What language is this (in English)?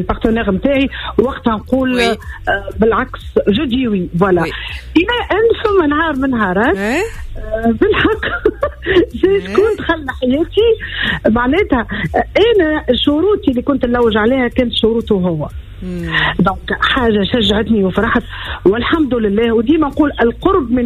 Tunisian Arabic